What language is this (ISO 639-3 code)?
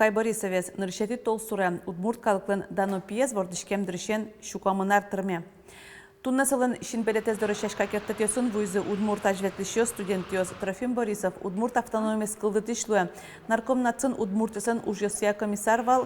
udm